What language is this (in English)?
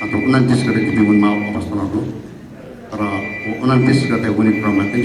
Newari